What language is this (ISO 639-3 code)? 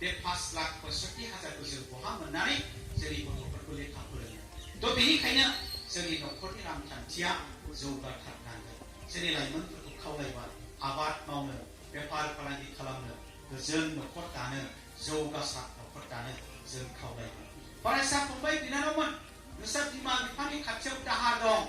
brx